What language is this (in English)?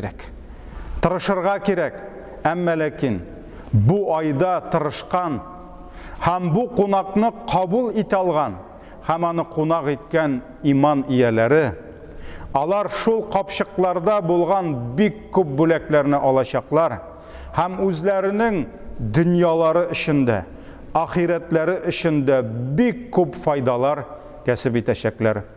Tatar